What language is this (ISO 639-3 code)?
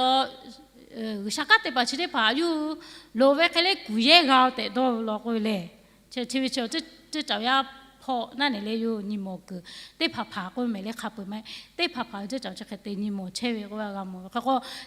lhu